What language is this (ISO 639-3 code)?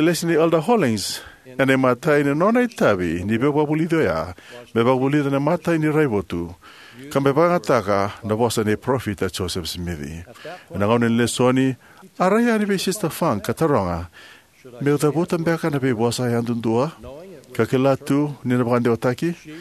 fij